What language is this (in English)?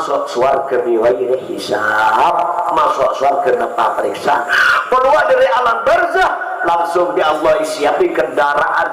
Madurese